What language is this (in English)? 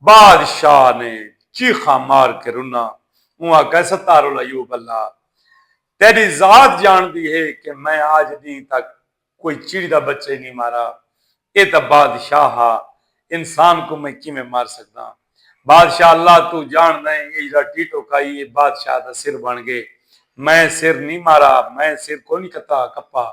Saraiki